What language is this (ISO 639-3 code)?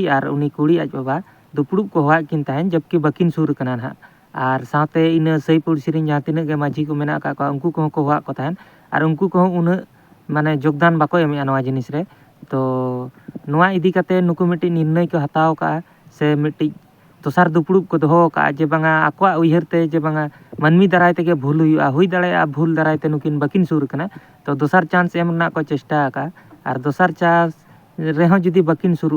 sat